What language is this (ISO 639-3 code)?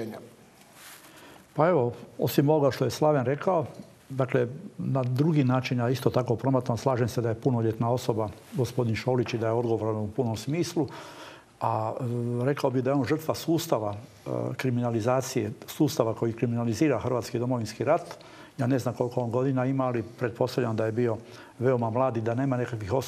hrv